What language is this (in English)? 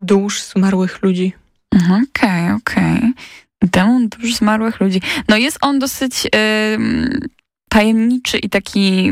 Polish